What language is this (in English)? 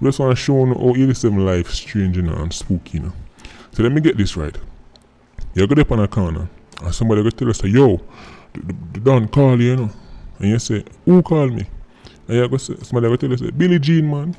Jamaican Creole English